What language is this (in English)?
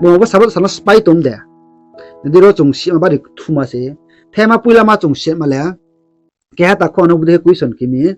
Riang (India)